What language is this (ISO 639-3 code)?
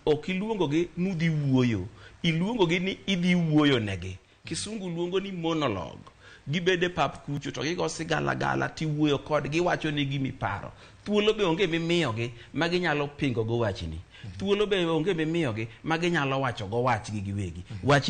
luo